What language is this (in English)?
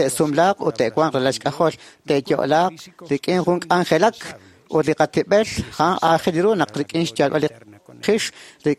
Kekchí